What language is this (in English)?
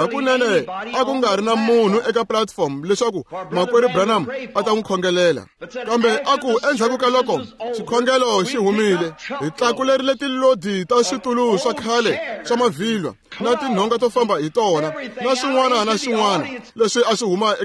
Tsonga